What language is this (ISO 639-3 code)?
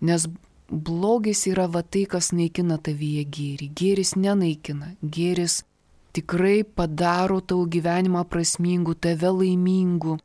lit